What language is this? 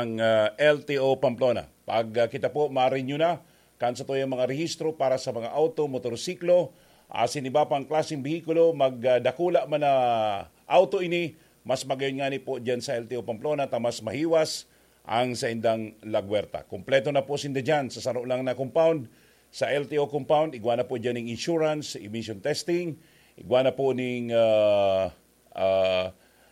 Bikol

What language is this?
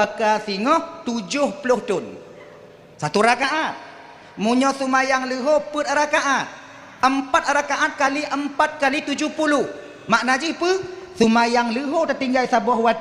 Achinese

